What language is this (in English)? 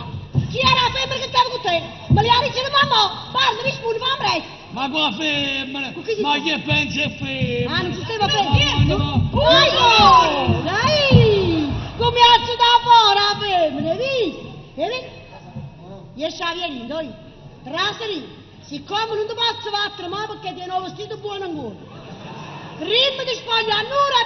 Neapolitan